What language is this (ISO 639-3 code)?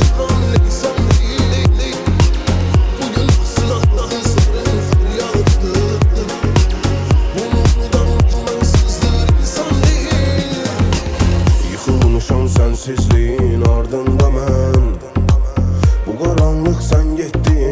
tur